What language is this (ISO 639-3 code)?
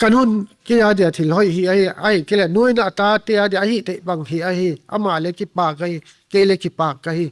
pck